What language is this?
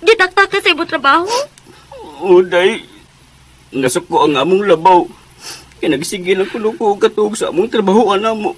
Cebuano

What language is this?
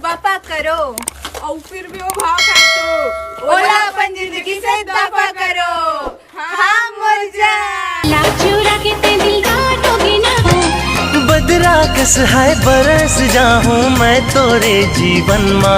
Chhattisgarhi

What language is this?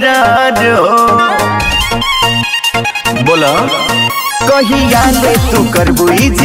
Bhojpuri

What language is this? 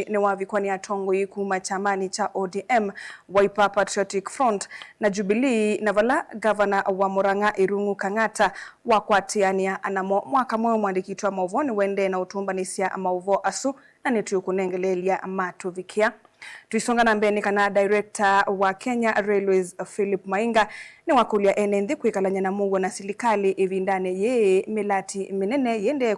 Kamba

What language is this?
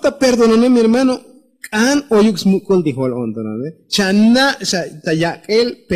Tzotzil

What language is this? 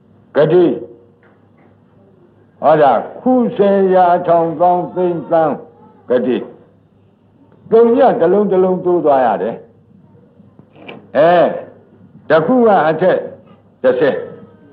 Burmese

